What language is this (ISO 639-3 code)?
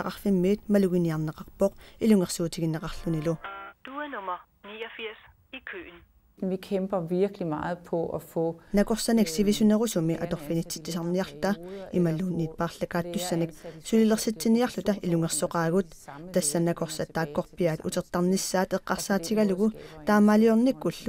kal